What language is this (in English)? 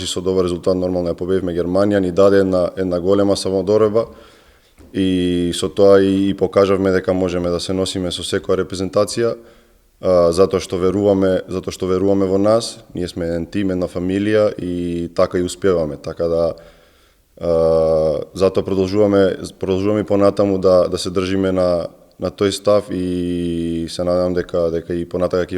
Macedonian